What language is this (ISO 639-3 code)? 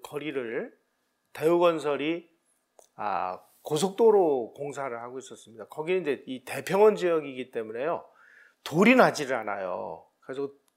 kor